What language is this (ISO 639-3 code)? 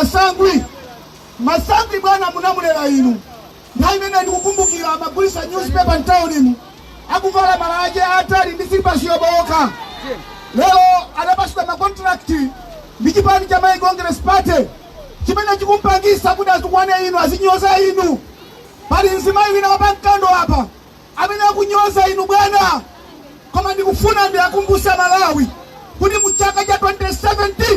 nya